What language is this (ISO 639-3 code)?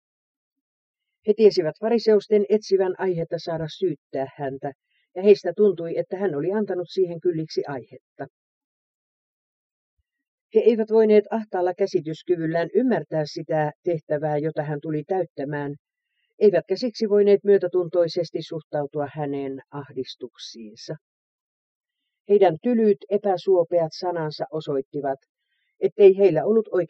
fin